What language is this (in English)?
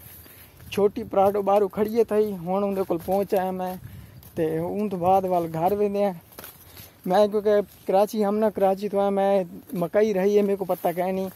Saraiki